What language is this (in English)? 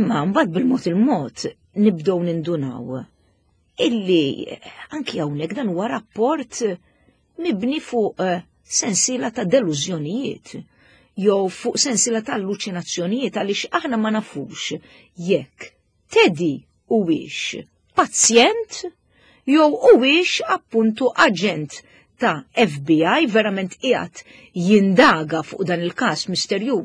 Maltese